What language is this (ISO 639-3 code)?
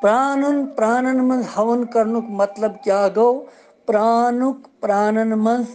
kas